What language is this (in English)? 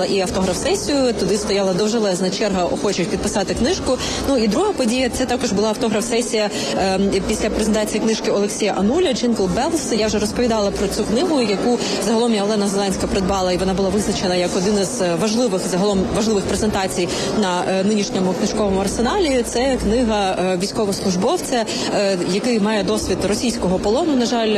Ukrainian